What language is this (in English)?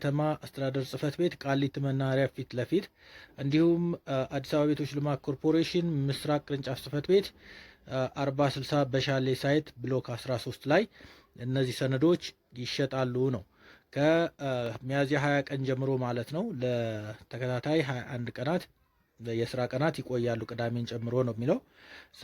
Amharic